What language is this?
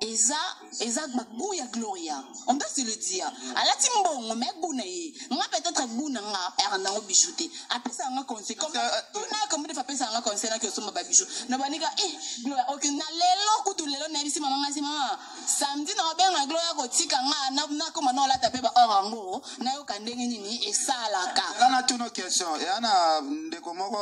Lingala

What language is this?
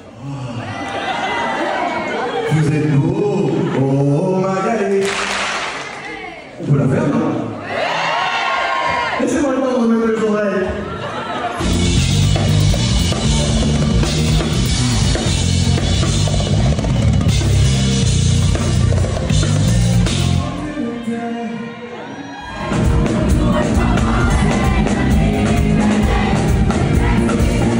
French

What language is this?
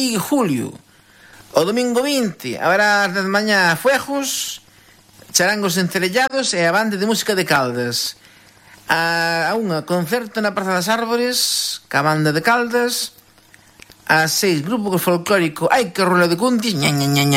Galician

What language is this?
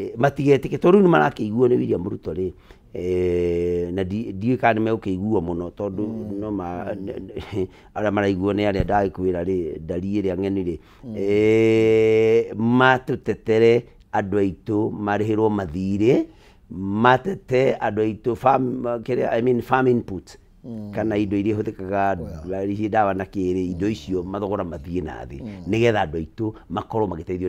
Kikuyu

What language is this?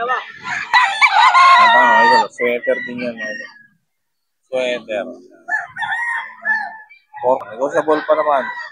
Filipino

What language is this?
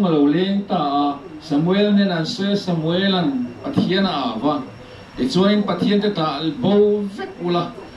Mizo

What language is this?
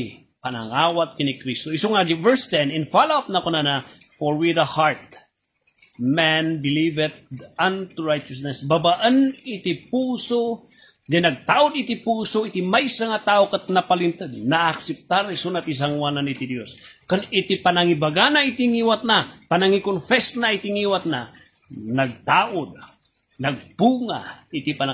Iloko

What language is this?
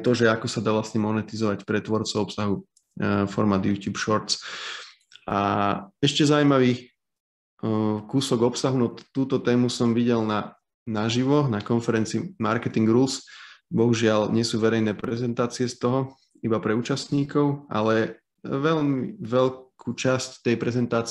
Slovak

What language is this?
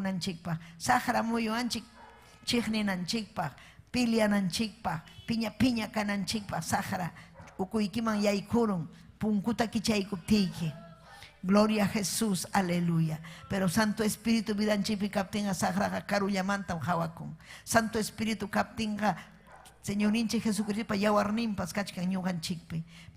Ayacucho Quechua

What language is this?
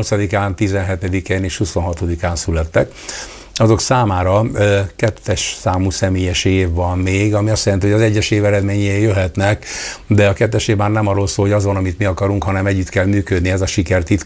Hungarian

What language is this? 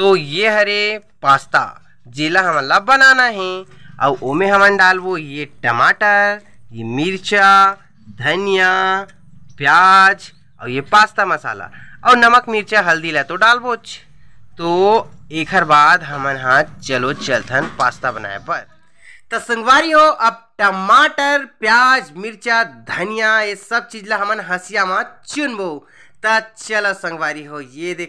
Chhattisgarhi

